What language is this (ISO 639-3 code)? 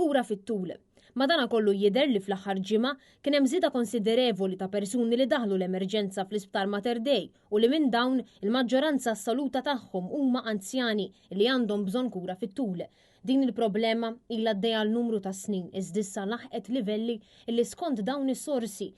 mlt